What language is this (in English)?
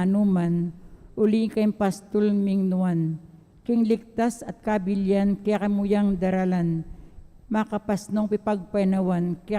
Pampanga